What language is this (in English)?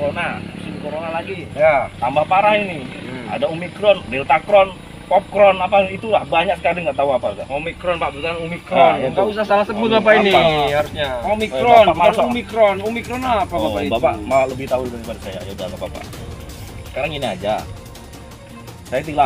Indonesian